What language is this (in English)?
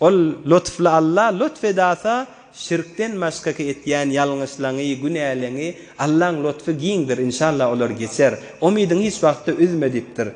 Turkmen